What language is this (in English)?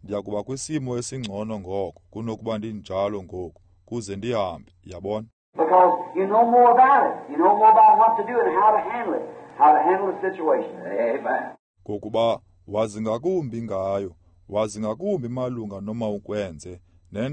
Xhosa